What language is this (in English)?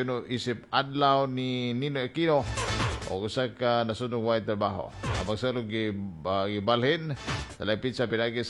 Cebuano